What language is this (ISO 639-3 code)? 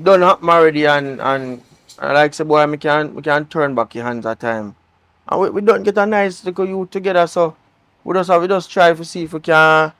jam